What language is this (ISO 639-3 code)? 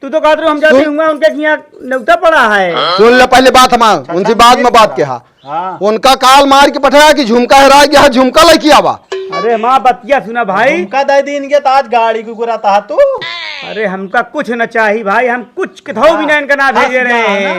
awa